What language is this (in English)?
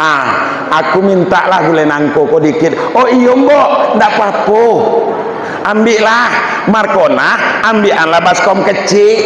Minangkabau